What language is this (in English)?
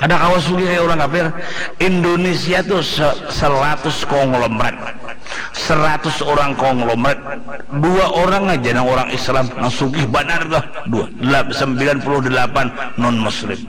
Banjar